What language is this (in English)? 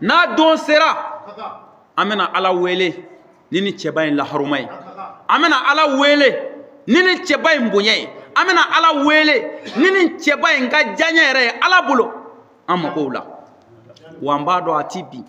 Bambara